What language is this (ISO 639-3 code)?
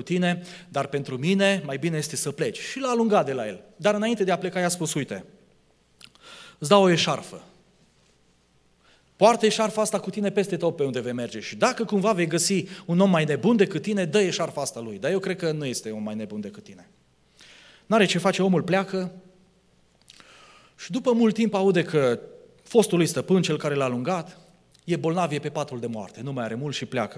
ron